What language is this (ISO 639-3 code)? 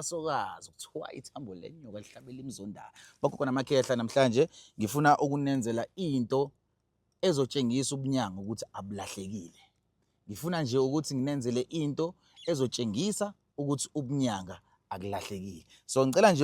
zul